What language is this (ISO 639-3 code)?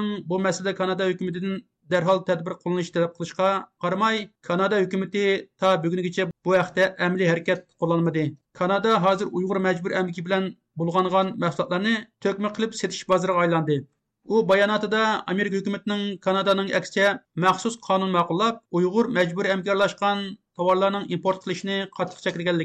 uig